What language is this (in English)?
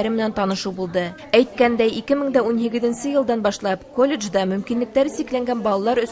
Bashkir